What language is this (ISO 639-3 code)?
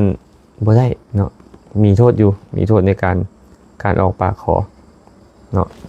lao